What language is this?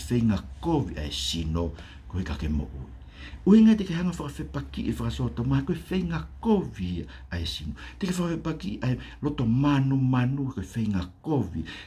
Tongan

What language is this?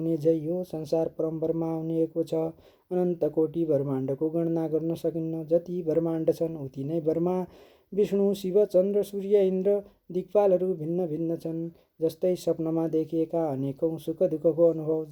Nepali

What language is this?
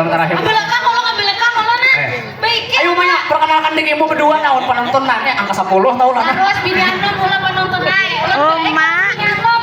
Banjar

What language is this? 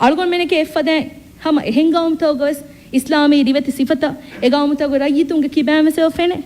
Divehi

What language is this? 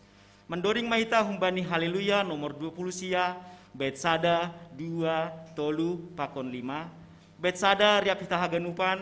Batak Simalungun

